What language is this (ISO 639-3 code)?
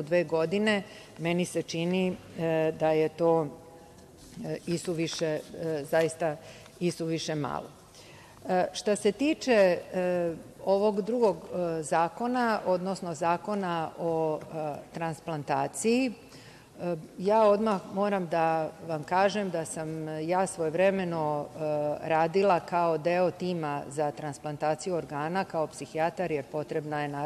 srp